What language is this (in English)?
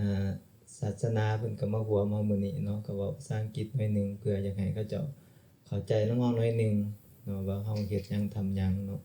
Lao